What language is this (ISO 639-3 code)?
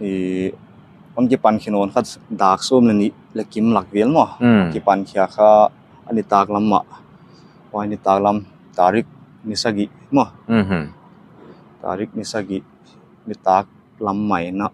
pck